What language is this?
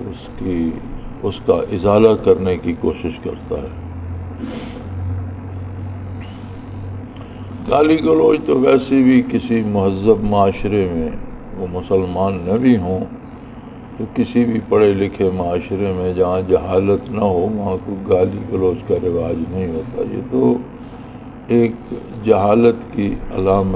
Urdu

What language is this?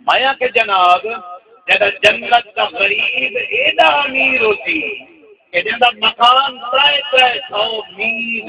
Saraiki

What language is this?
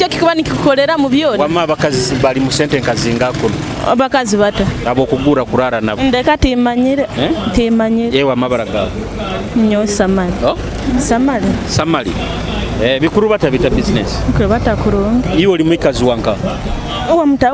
Nyoro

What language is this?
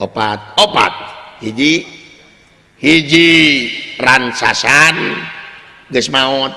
Sundanese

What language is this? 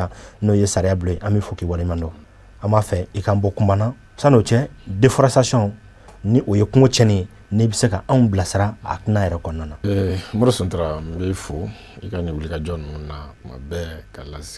Bambara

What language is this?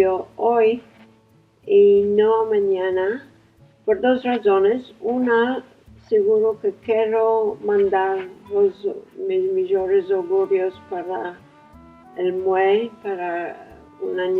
Ladino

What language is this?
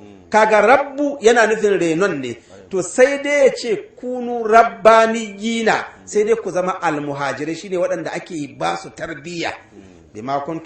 Hausa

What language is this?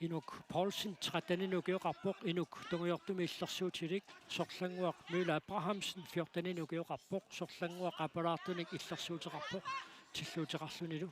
Kalaallisut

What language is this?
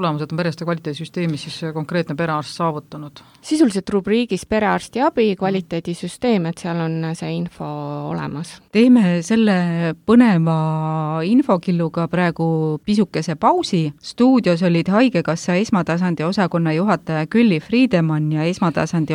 Estonian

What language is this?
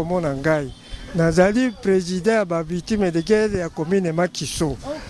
Lingala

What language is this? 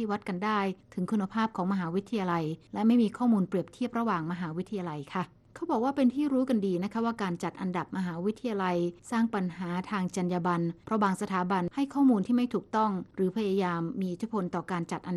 Thai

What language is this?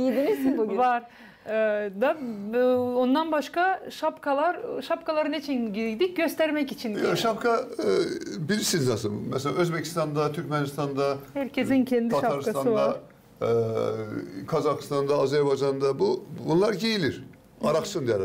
Gagauz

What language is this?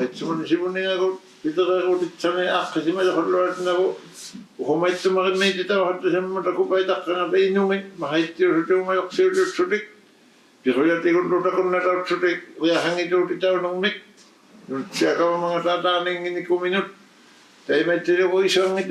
Inuktitut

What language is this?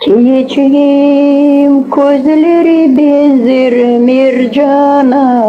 Crimean Tatar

